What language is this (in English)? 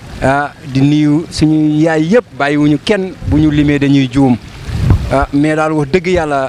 Wolof